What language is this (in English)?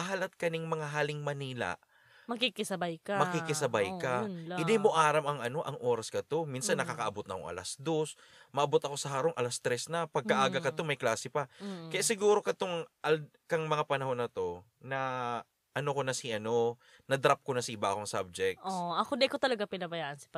Bikol